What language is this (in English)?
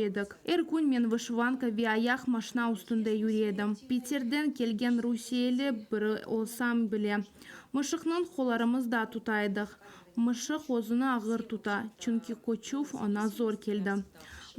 Crimean Tatar